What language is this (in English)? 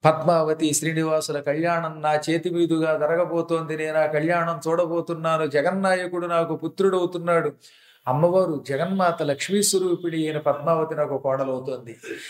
Telugu